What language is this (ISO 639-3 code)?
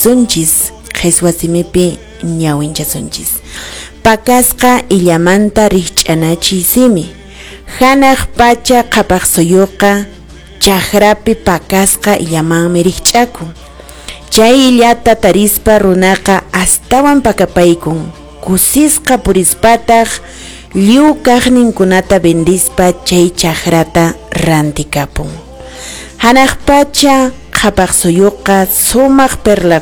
que